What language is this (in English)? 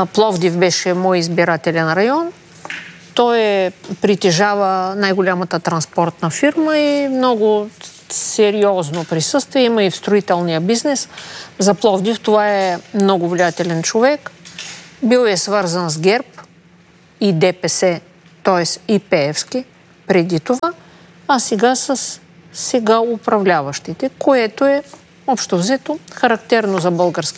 Bulgarian